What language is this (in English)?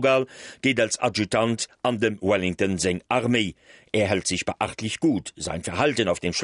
Luxembourgish